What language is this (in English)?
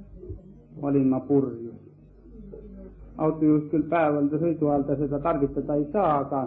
Estonian